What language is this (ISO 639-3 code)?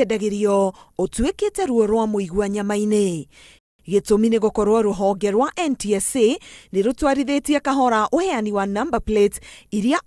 kik